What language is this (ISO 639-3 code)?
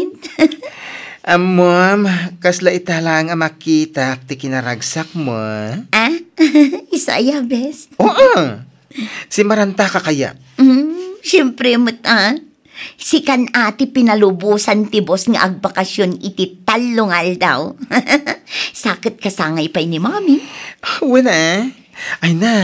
ilo